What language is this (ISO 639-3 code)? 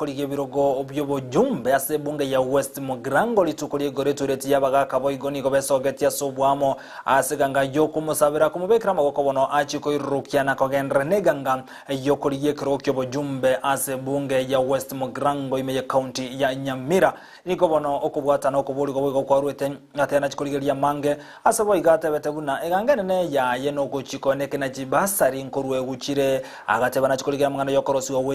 guz